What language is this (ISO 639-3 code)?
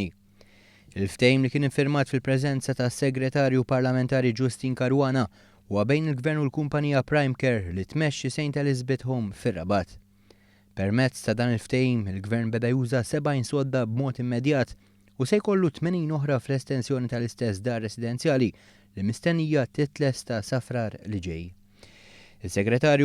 mlt